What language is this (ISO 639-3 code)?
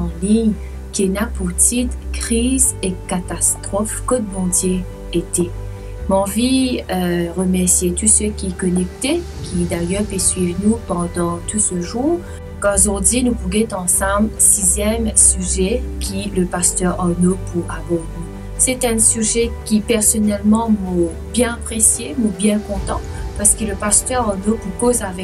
mfe